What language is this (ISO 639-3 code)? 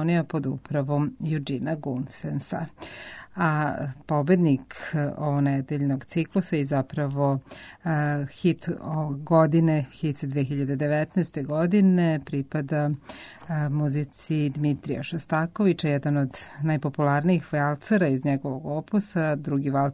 srp